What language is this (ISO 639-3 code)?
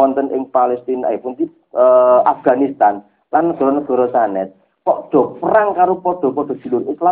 jav